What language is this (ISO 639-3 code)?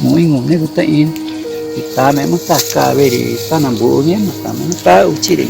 tca